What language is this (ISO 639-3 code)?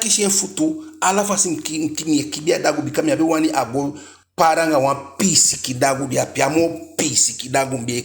djk